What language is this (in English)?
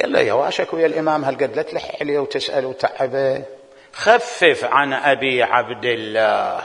Mesopotamian Arabic